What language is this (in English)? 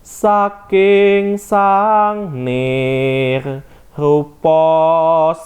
Javanese